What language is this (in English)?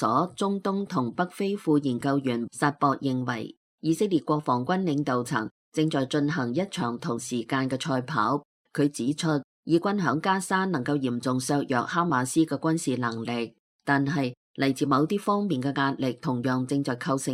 Cantonese